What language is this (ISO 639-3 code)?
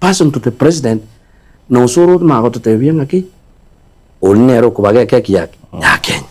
guz